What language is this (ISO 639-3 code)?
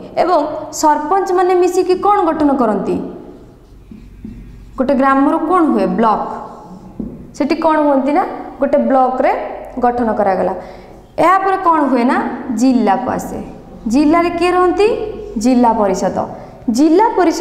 ori